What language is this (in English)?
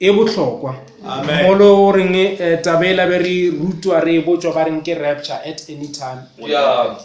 Northern Sotho